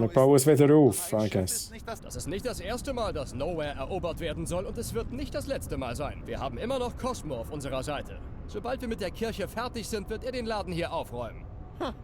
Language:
Swiss German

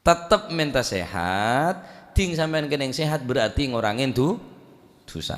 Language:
Madurese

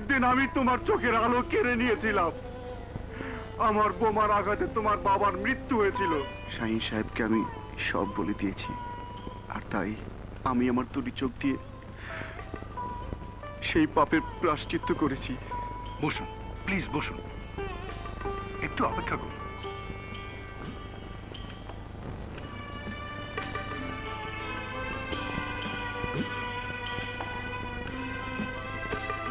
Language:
Bangla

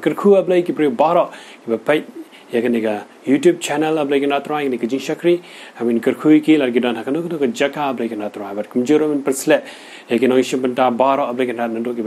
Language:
Khasi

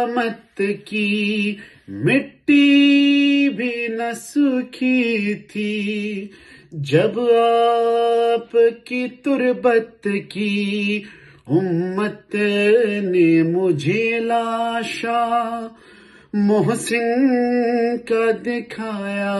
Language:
Urdu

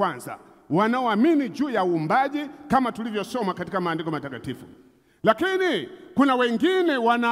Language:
Swahili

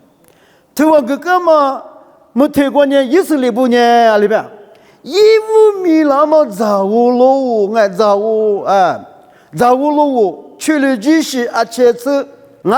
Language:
Lisu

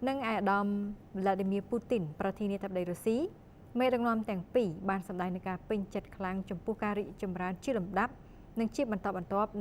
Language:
Khmer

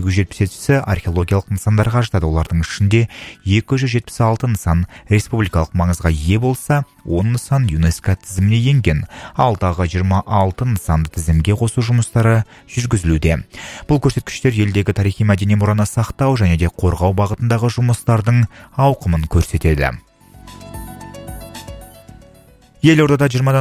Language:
Kazakh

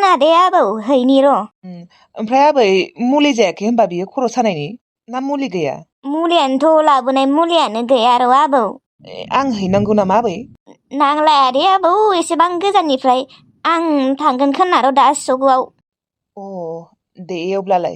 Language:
Bodo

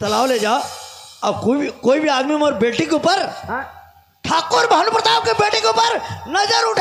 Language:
Chhattisgarhi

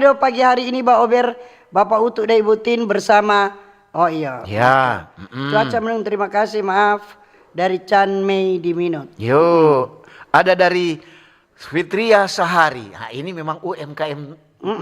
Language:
Manado Malay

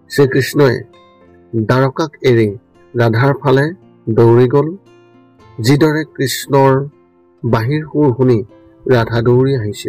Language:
Assamese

